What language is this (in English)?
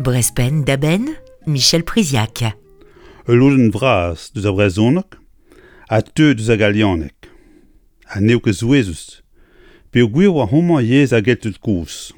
Breton